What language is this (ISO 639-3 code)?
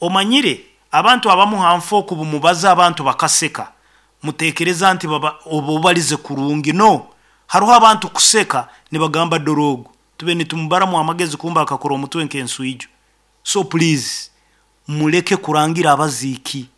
nyo